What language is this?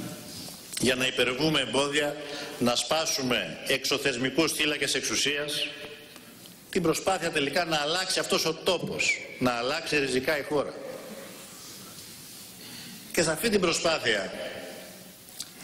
Greek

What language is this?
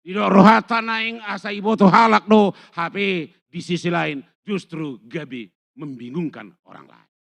Batak Toba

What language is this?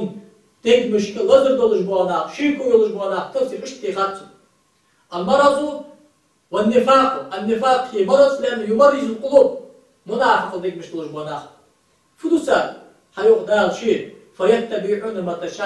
Ingush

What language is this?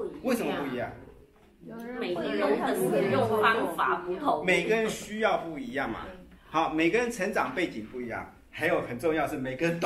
Chinese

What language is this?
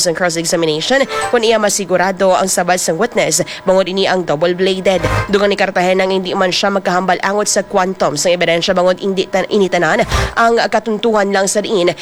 Hiligaynon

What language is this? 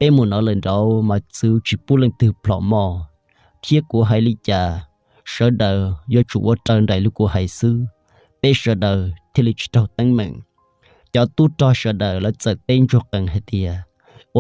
Hmong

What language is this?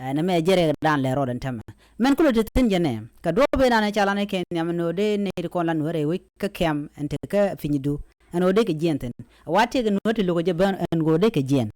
Nuer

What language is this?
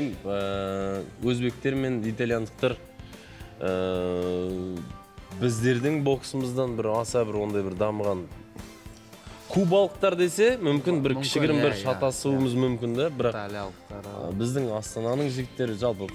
Kazakh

